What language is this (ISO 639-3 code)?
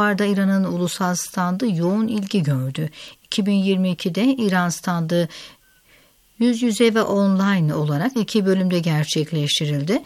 tur